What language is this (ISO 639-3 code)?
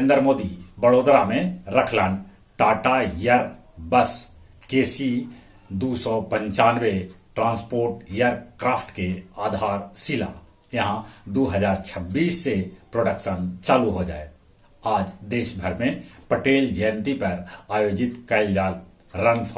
mag